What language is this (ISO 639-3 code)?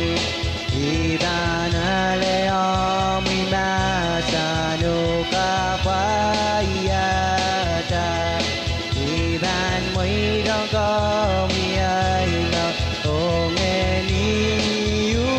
pon